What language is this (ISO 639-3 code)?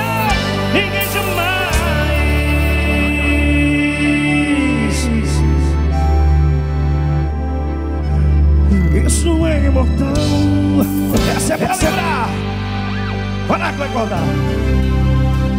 por